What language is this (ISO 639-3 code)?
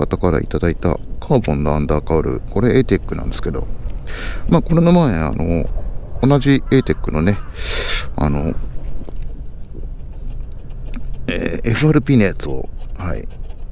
jpn